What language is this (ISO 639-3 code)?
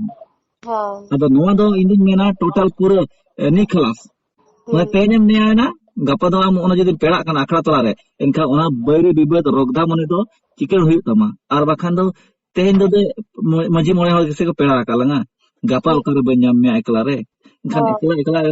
sat